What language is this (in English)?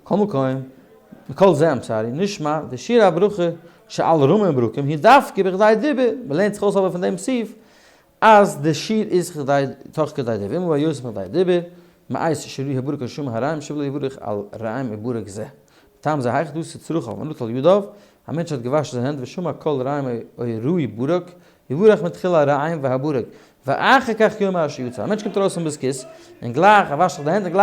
Yiddish